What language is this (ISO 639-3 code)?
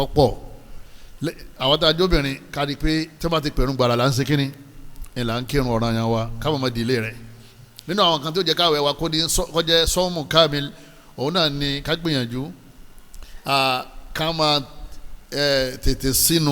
yor